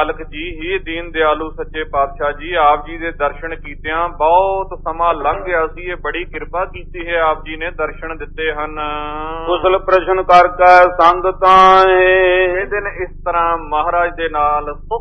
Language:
Punjabi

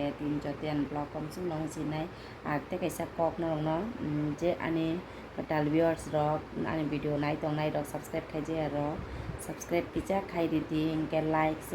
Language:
Kok Borok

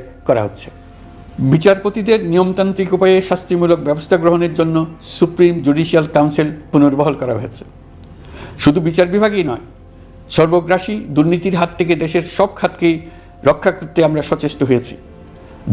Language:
Bangla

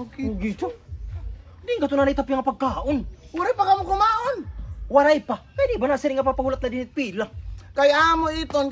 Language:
Waray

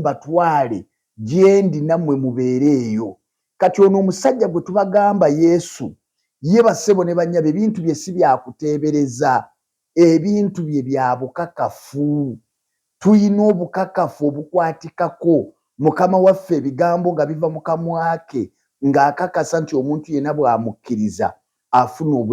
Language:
Ganda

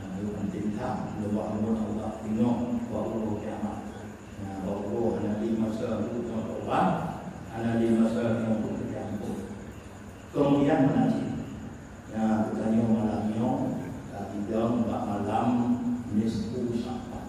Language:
Achinese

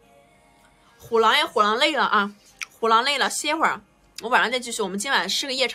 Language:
Chinese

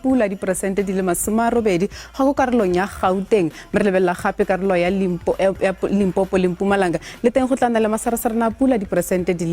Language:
Tswana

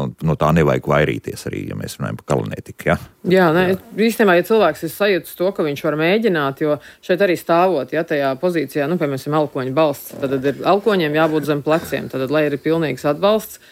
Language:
Latvian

